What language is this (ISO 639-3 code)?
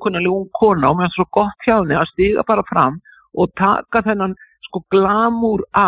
isl